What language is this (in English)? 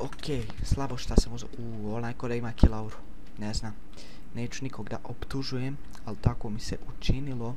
Bosnian